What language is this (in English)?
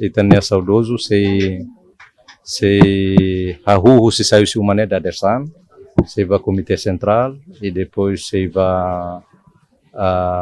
Tetum